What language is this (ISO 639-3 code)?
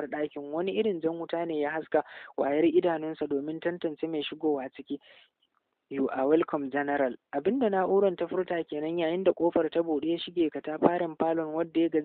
hau